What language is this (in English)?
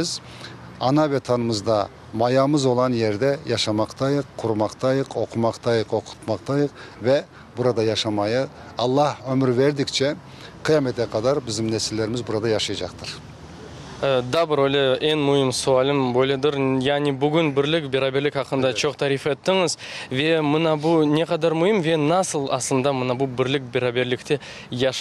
Crimean Tatar